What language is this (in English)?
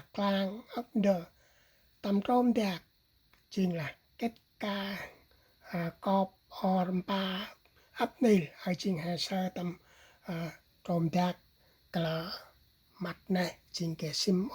Central Mnong